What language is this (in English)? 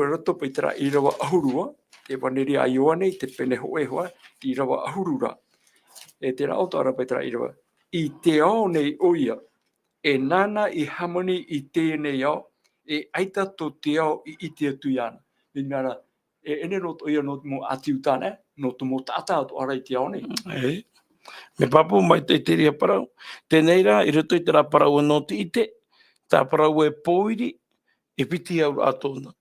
Tahitian